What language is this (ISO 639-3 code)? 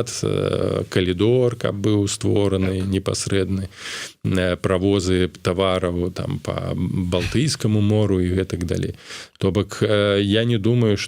bel